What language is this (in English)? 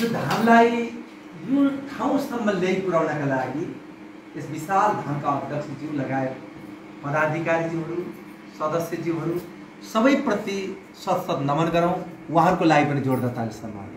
Nepali